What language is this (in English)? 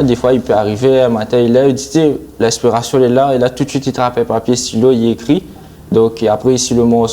Réunion Creole French